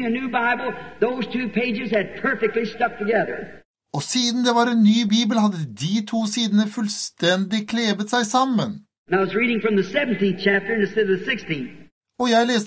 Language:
Norwegian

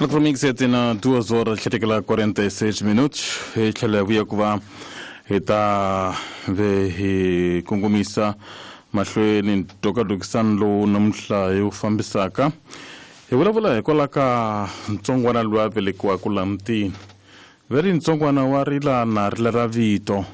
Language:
Tsonga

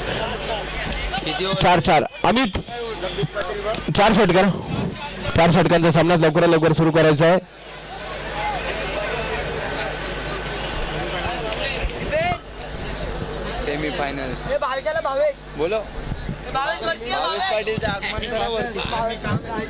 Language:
Marathi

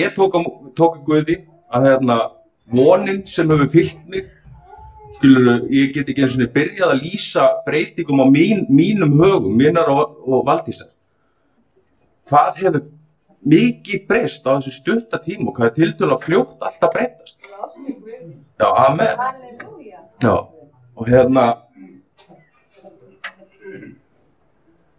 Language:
Icelandic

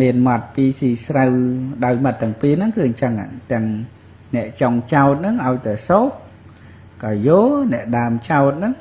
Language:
Khmer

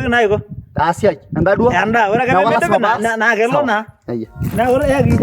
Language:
Masai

